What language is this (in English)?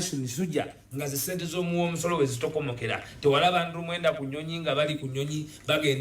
Ganda